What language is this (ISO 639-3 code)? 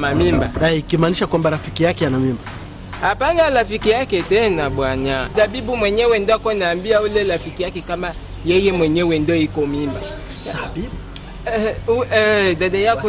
swa